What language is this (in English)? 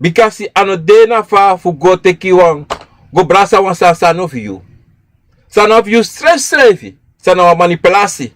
Sranan Tongo